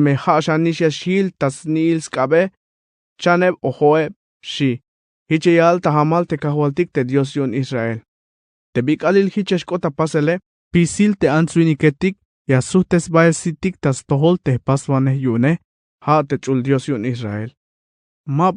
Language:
Tzeltal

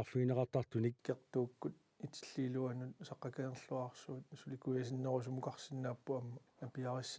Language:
Kalaallisut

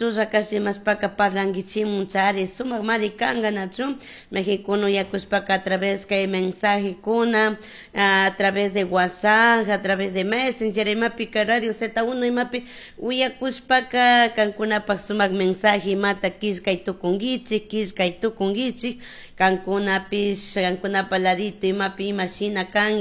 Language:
Chimborazo Highland Quichua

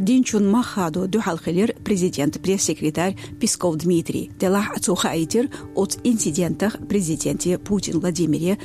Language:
Chechen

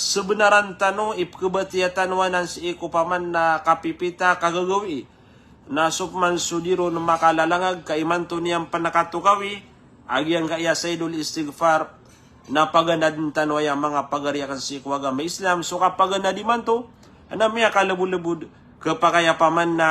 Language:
Maranao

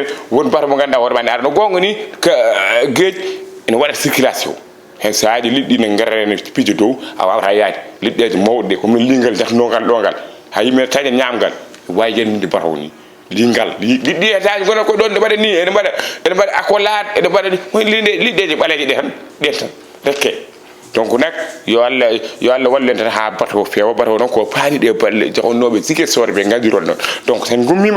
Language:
Fula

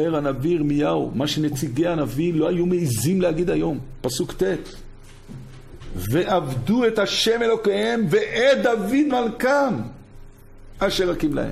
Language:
Hebrew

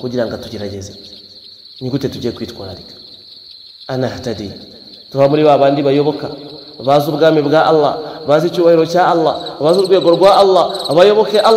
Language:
Kinyarwanda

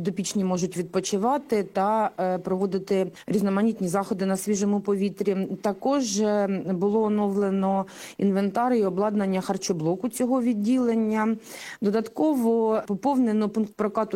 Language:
Ukrainian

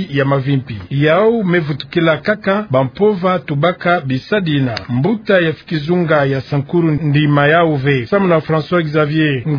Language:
Kituba (Democratic Republic of Congo)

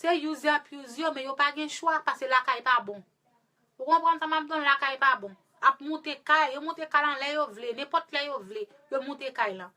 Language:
Haitian Creole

